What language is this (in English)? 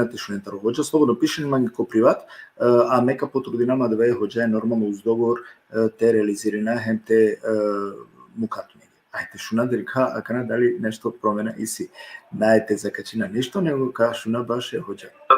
Balkan Romani